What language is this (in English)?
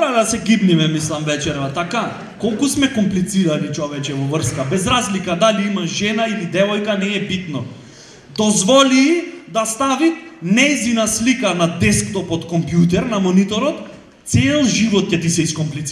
Macedonian